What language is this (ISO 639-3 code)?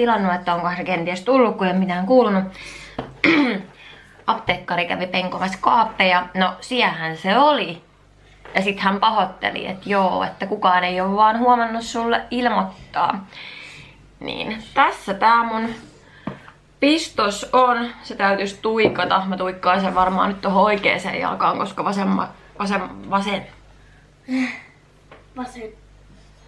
fin